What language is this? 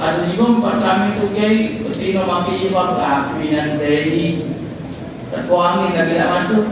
Musi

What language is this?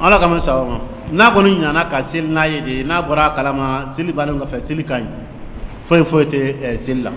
Dyula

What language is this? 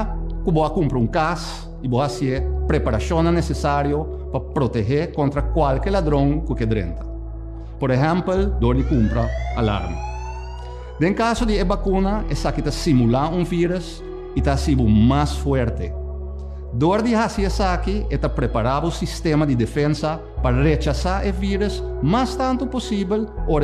Papiamento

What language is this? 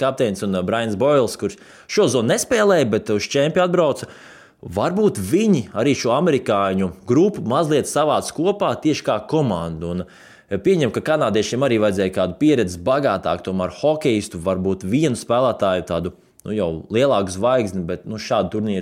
Latvian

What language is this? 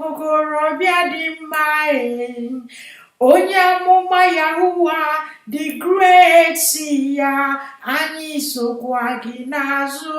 Igbo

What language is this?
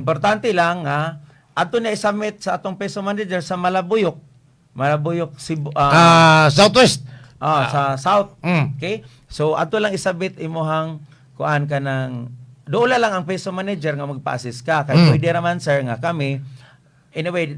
Cebuano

